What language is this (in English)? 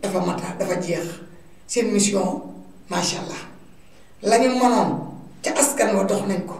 Wolof